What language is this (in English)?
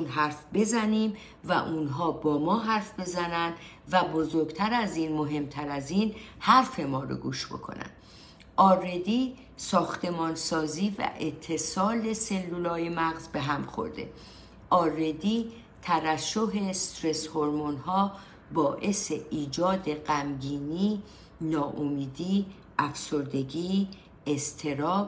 Persian